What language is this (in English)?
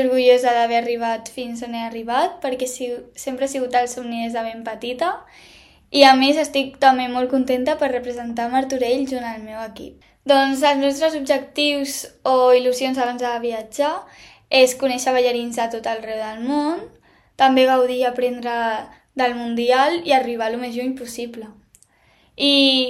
Catalan